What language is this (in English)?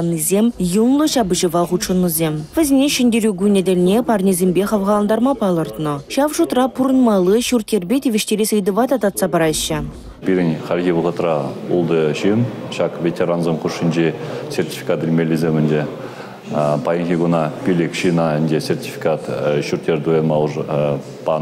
Chuvash